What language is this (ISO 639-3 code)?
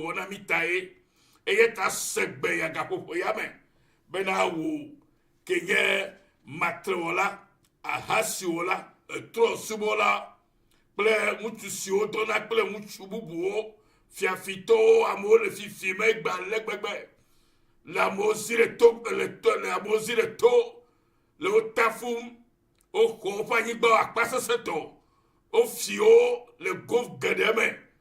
ewe